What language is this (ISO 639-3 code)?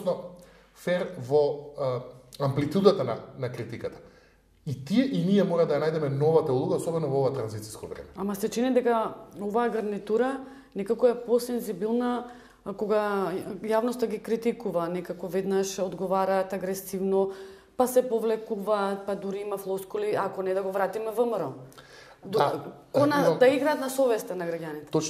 mkd